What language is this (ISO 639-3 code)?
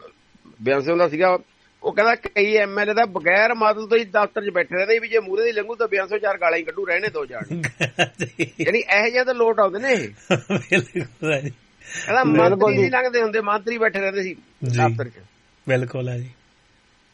pan